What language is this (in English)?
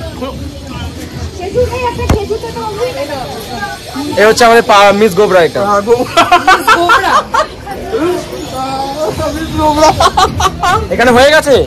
Bangla